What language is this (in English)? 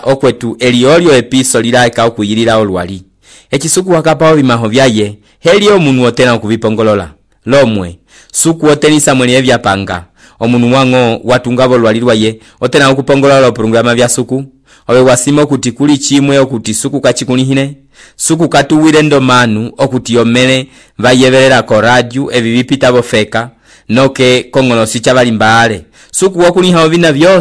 Umbundu